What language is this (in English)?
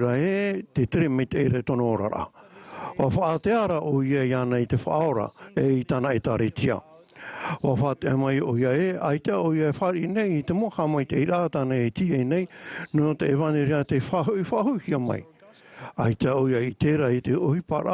Tahitian